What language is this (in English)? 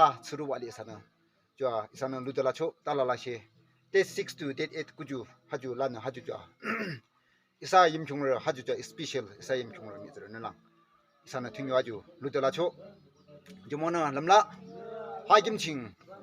Yimchungru Naga